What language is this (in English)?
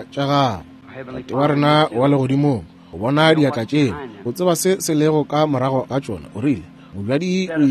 Northern Sotho